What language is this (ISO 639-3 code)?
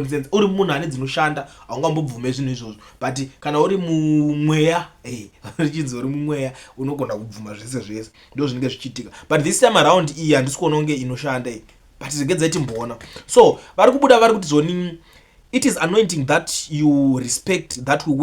sna